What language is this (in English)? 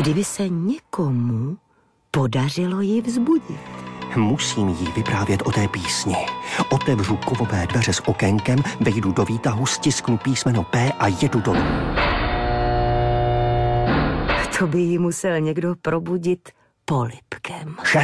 Czech